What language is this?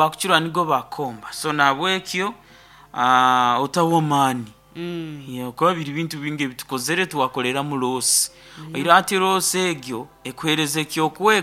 Nyoro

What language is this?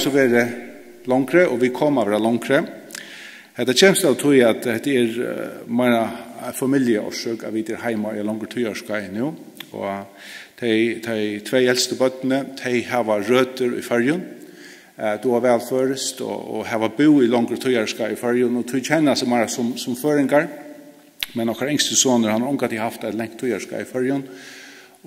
Faroese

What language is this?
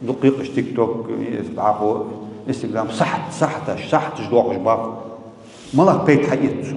Ingush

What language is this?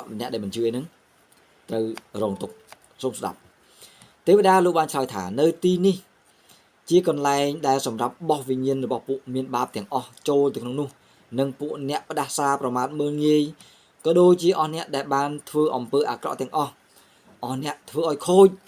Khmer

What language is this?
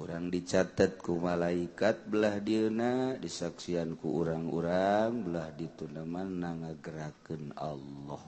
Sundanese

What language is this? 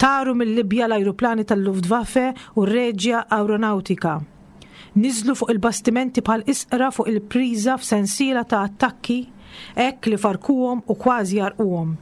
Maltese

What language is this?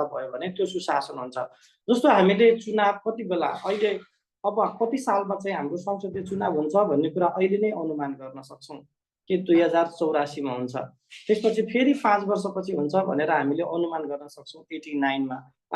Nepali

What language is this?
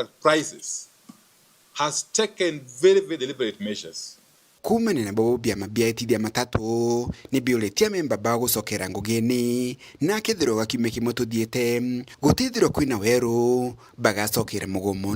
Meru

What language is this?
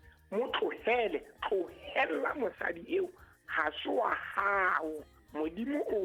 Southern Sotho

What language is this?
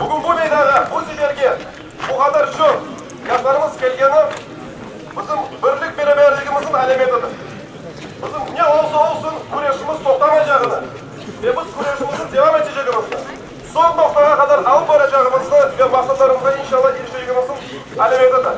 Crimean Tatar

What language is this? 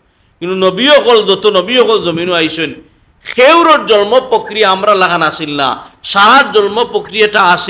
Sylheti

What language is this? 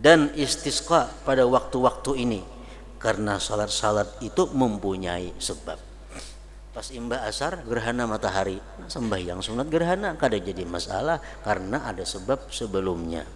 Banjar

